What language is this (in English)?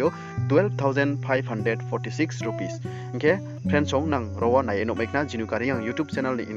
Riang (India)